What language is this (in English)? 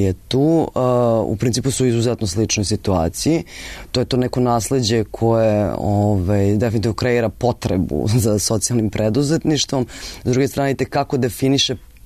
Serbian